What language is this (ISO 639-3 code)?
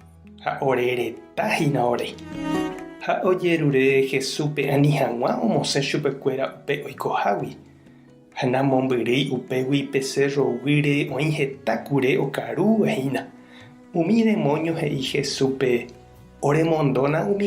grn